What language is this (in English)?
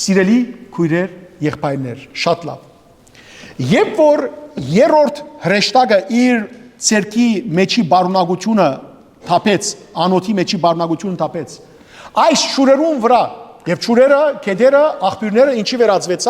Western Armenian